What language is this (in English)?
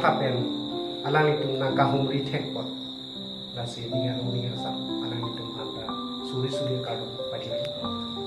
Karbi